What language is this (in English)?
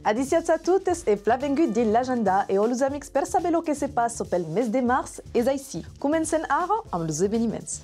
Occitan